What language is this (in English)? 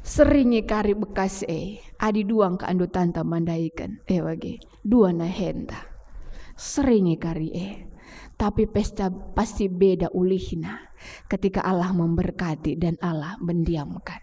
Batak Karo